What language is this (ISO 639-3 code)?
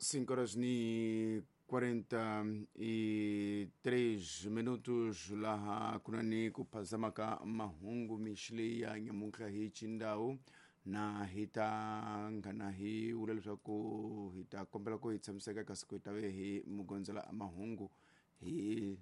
tso